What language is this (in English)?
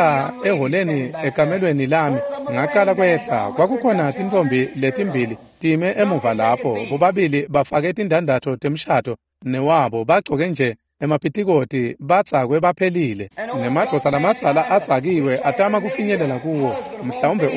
Swati